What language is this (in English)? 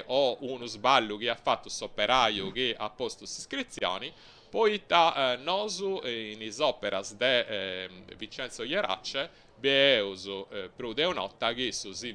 Sardinian